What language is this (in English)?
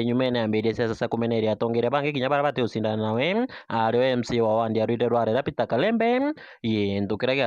Meru